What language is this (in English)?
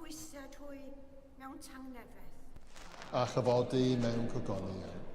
Welsh